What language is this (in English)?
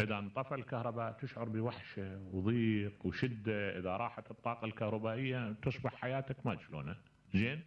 Mesopotamian Arabic